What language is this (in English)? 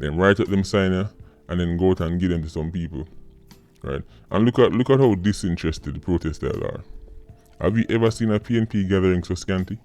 Jamaican Creole English